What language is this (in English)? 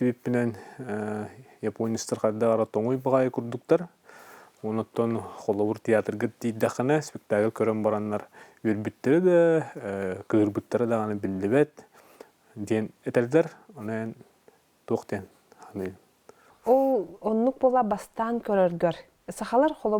Yakut